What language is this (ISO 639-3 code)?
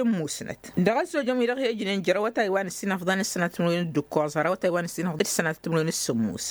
taq